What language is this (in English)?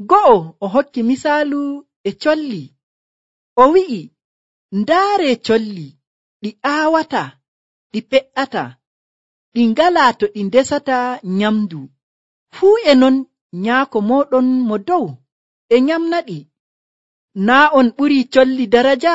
Nigerian Fulfulde